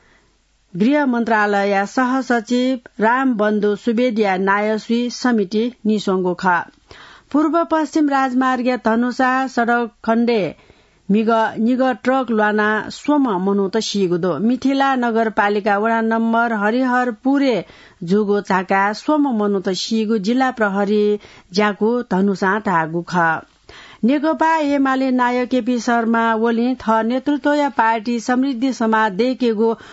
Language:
Newari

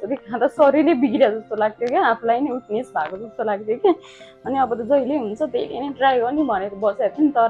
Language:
Nepali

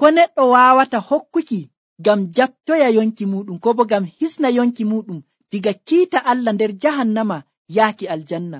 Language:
Nigerian Fulfulde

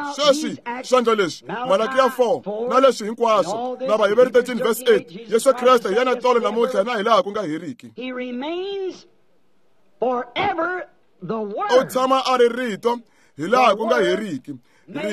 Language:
Tsonga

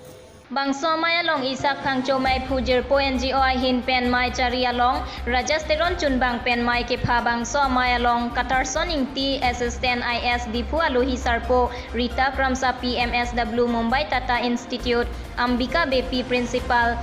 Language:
Karbi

